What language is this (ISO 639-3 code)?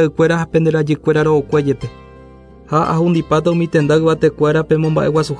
grn